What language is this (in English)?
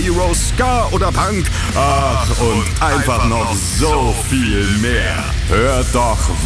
German